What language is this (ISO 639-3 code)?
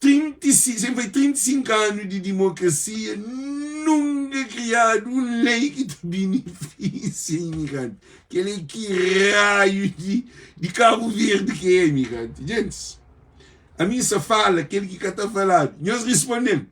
kea